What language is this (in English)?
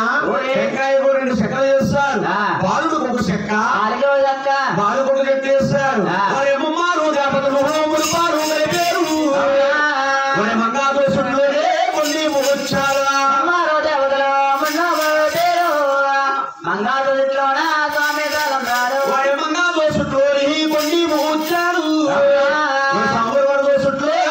Telugu